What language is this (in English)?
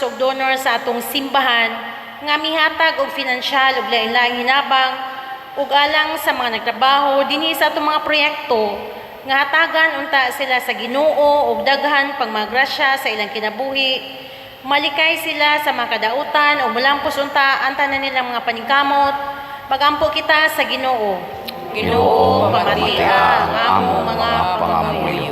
Cebuano